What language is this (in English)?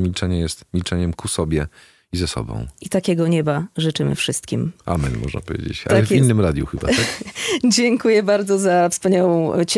Polish